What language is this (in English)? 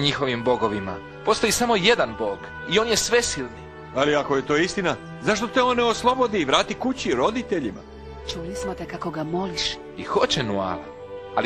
Croatian